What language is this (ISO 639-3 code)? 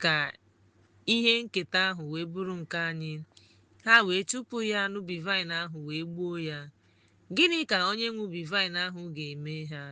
ibo